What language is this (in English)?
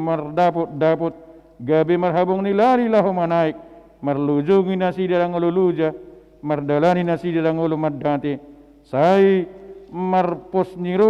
Batak Toba